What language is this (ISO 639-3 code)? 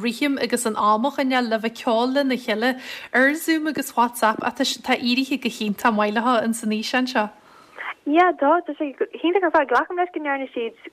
gle